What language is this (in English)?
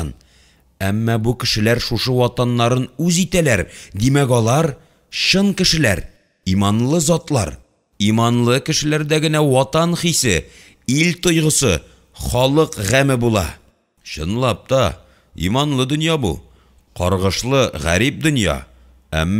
Tatar